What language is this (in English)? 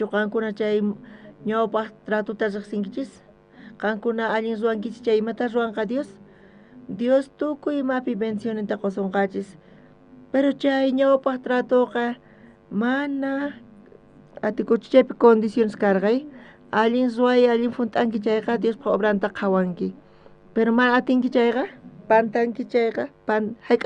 South Bolivian Quechua